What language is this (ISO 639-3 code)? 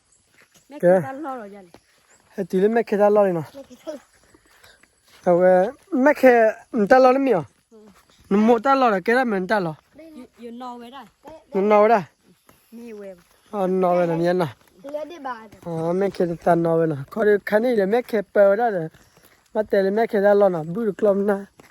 ksw